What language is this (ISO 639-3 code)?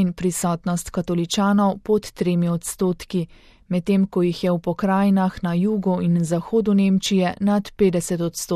slv